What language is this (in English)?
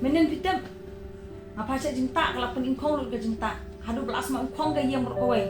Khasi